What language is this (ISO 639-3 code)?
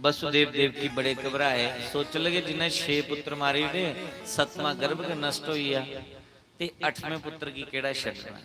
doi